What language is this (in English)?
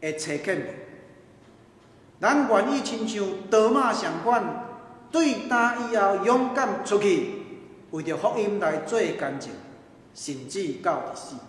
Min Nan Chinese